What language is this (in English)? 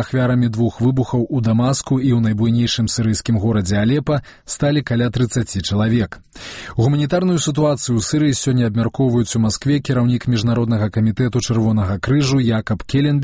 Belarusian